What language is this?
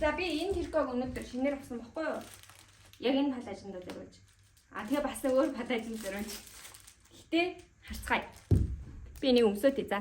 Mongolian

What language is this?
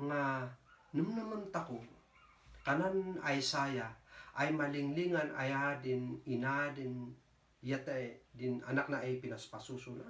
Kankanaey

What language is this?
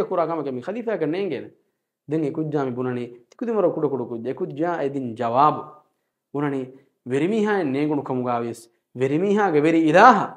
Divehi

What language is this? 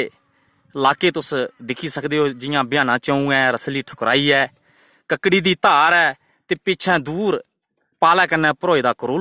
Dogri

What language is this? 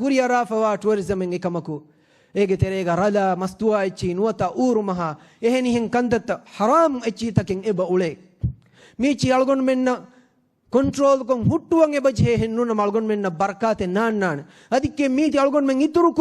Divehi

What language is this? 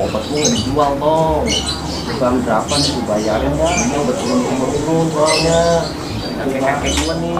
Betawi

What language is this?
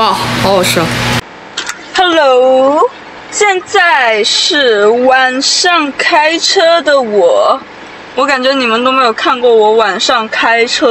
Chinese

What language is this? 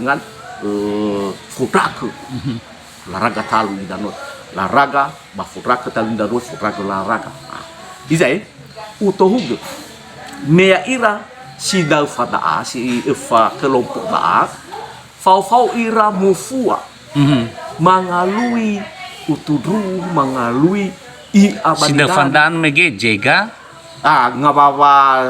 Nias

